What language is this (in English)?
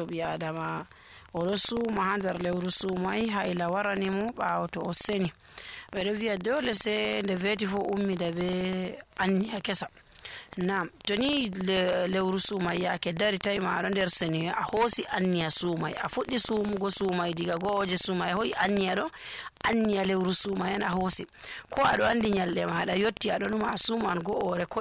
Nigerian Fulfulde